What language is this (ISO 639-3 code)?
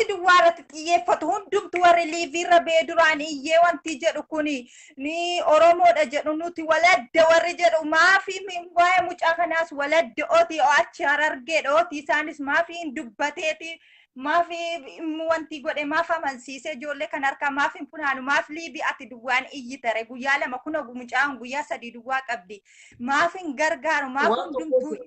orm